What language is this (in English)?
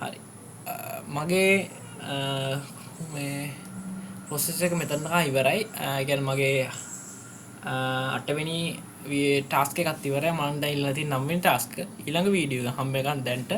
Sinhala